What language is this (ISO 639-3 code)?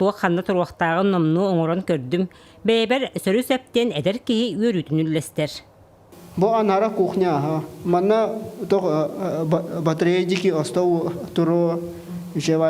sah